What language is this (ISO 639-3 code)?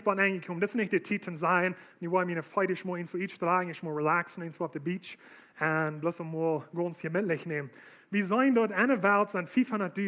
pdt